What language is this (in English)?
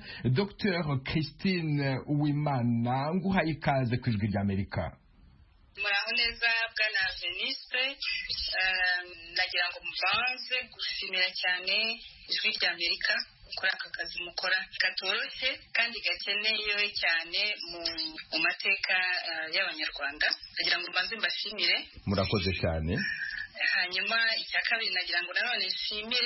Kinyarwanda